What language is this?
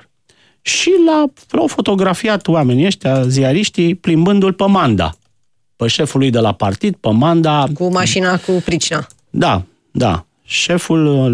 Romanian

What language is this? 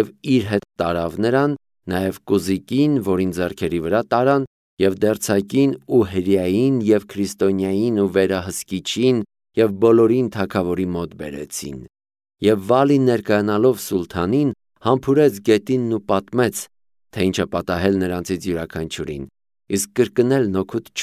Armenian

